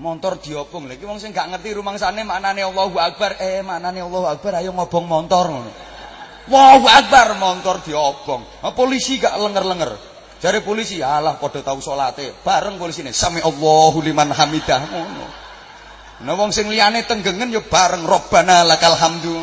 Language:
Javanese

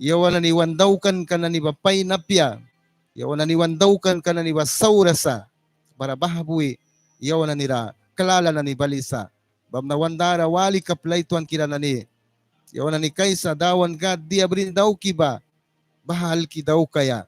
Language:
Mískito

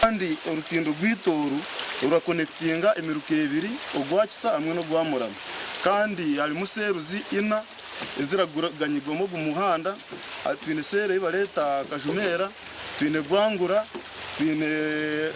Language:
Nyankole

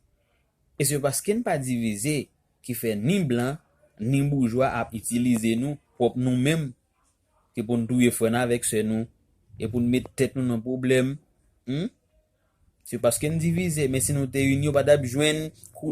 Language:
Haitian Creole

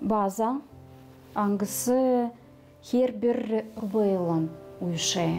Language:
Gagauz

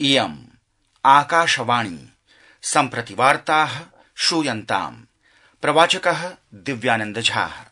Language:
Sanskrit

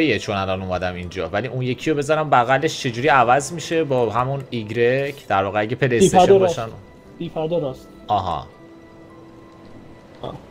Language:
Persian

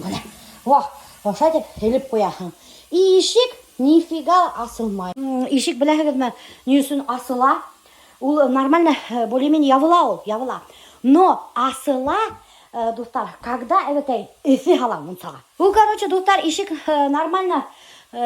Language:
Bashkir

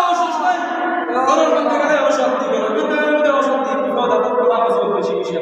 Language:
Sylheti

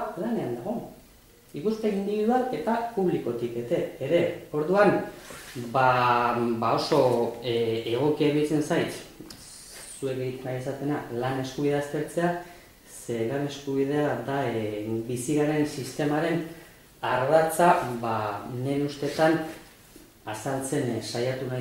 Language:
Basque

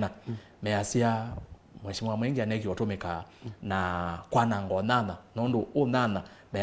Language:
Kamba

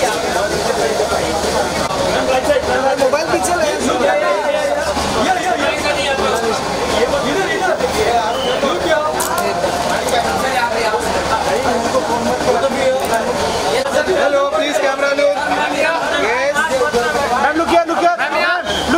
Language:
Hindi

